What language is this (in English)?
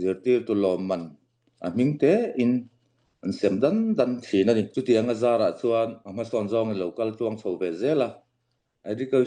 Falam Chin